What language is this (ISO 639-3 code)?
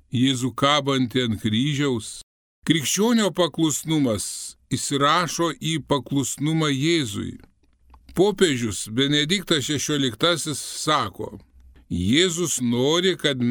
lit